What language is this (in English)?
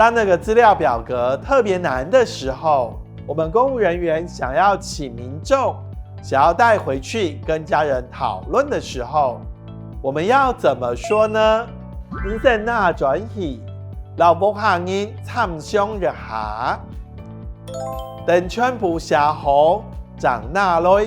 Hakka Chinese